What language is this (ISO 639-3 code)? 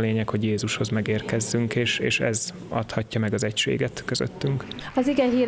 hun